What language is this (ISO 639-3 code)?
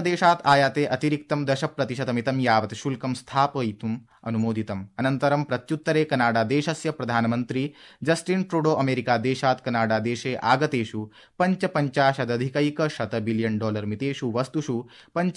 san